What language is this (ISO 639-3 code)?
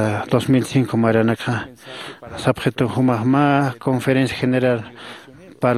aym